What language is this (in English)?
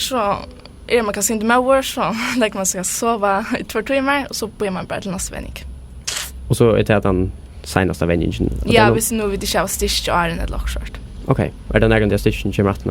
Faroese